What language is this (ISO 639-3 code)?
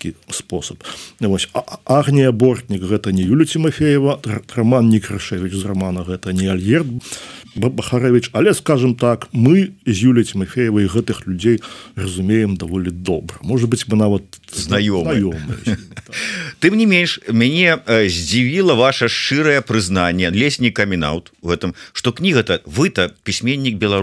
bel